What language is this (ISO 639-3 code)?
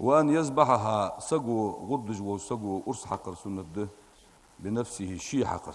inh